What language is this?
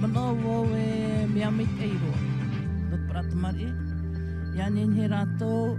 Tahitian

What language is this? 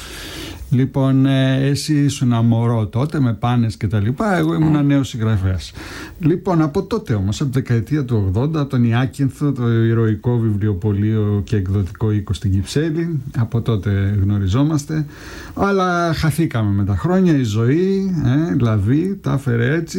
Greek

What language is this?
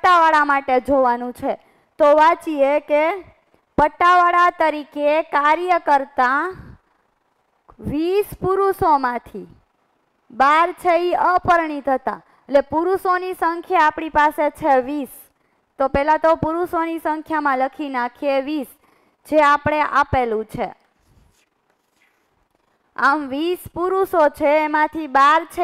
Gujarati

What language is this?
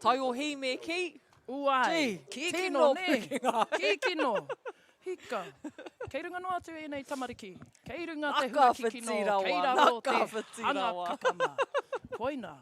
Māori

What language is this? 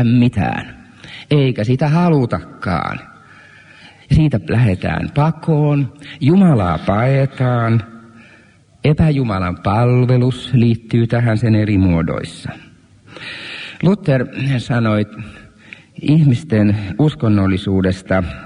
Finnish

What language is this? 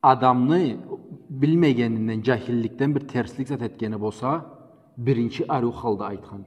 Karachay-Balkar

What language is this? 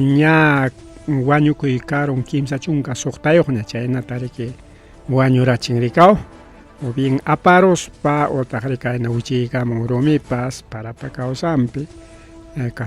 Ayacucho Quechua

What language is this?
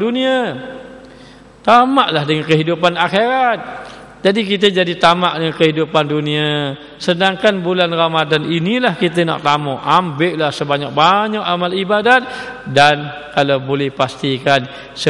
Malay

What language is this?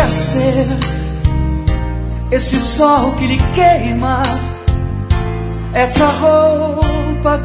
Portuguese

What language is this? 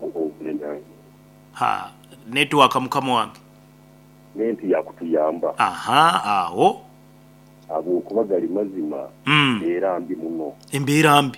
Nyoro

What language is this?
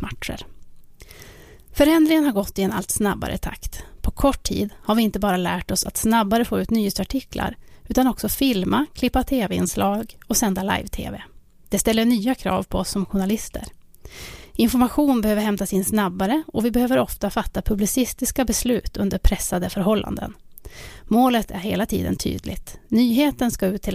Swedish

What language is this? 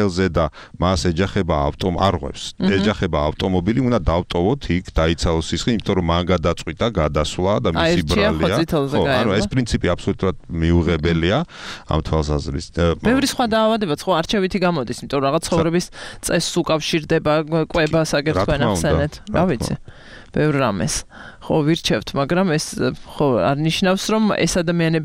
Georgian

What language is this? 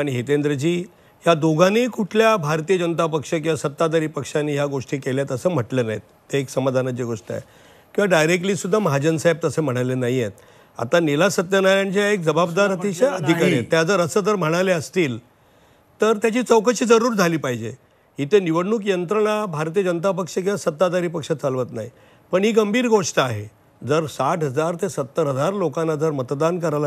Marathi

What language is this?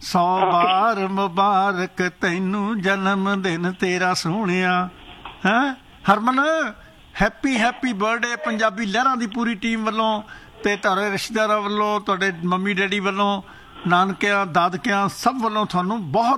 Punjabi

